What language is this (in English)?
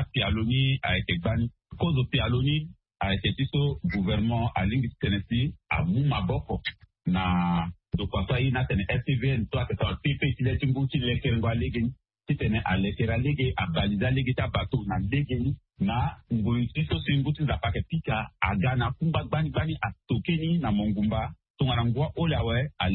Sango